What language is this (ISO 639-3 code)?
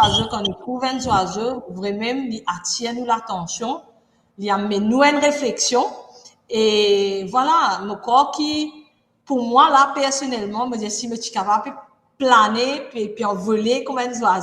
mfe